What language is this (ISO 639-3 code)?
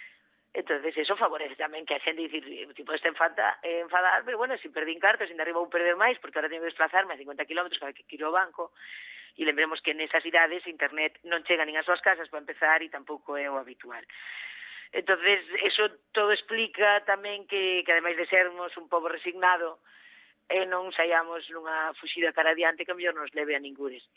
glg